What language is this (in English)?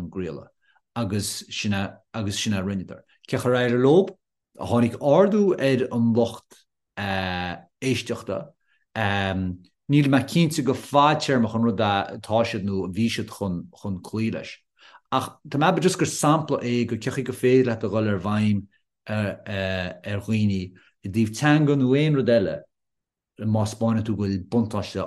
Irish